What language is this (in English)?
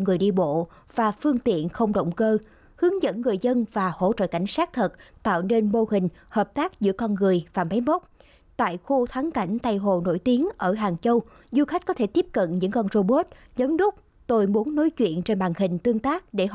Vietnamese